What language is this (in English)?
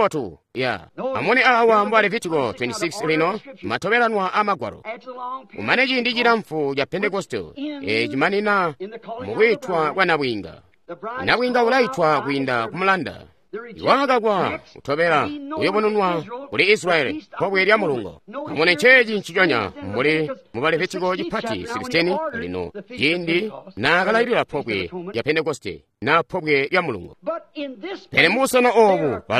Tonga (Zambia)